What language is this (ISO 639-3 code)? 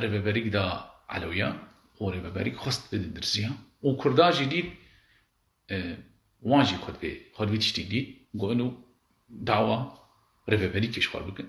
kur